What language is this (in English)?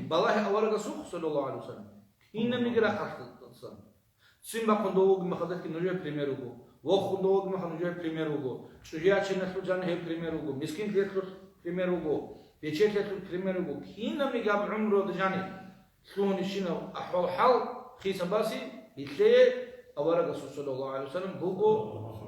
Avaric